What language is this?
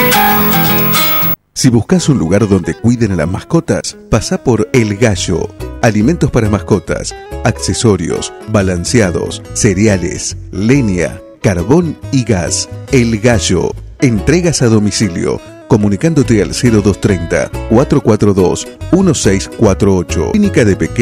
Spanish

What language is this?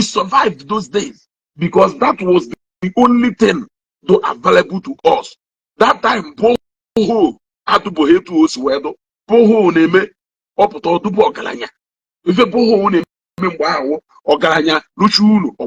Igbo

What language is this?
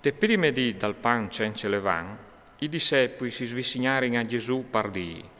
Friulian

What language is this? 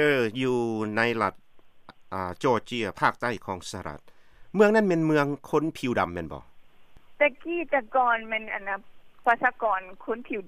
Lao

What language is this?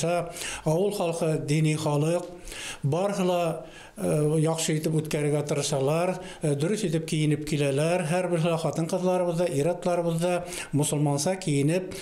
Bashkir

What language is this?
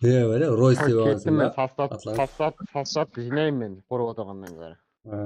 Kara-Kalpak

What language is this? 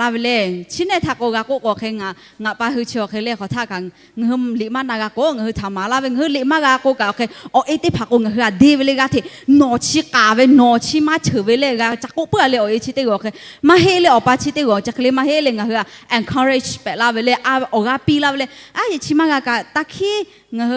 Lahu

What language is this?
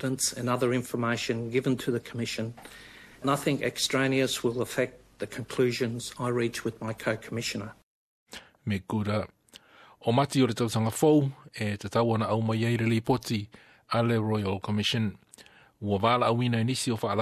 Samoan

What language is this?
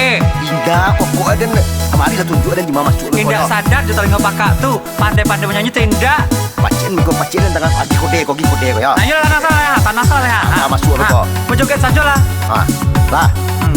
Minangkabau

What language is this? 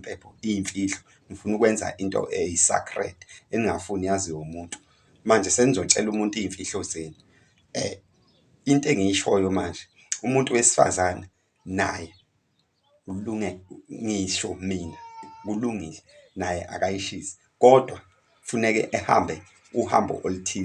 Zulu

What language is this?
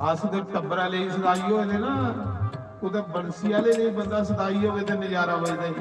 Dogri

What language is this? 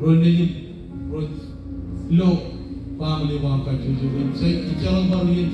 Marshallese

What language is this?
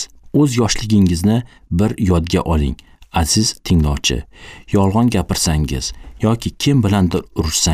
Uzbek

